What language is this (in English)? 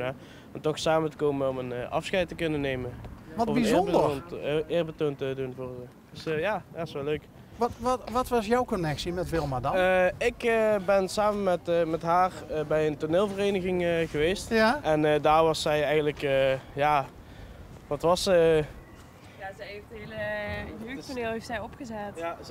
Dutch